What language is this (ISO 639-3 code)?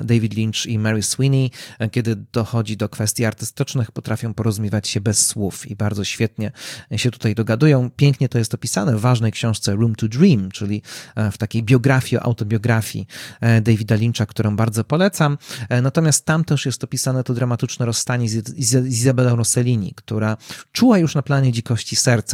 pol